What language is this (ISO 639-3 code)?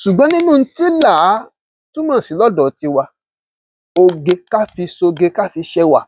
yor